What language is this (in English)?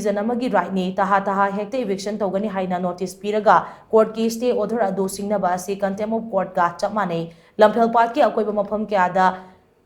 Manipuri